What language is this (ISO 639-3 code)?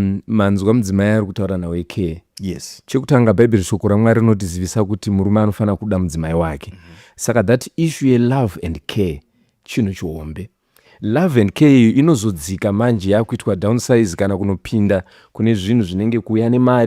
sna